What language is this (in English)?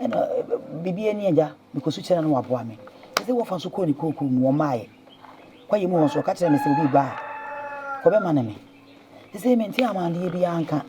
Akan